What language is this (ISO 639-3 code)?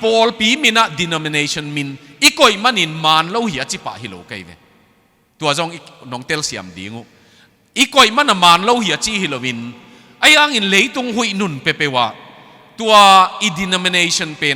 ctd